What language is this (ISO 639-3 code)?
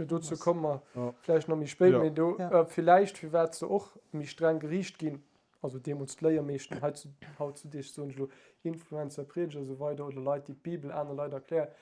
ltz